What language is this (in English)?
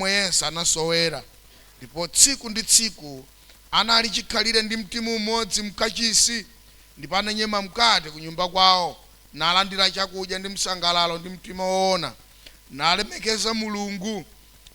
Nyanja